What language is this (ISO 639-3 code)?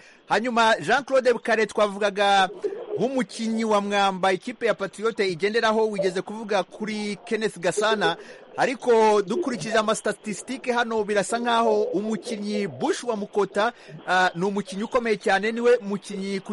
kin